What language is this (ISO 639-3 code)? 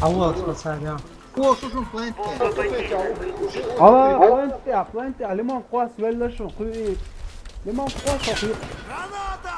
che